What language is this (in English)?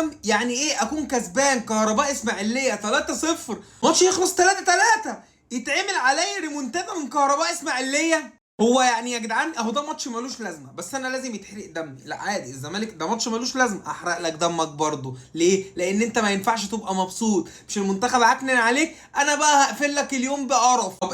Egyptian Arabic